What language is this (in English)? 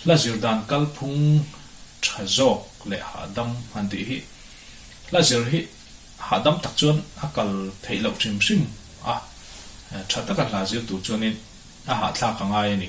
Mizo